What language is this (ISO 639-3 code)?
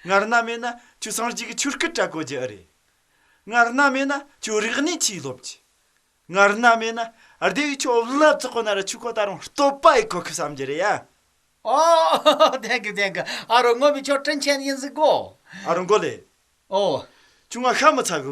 bod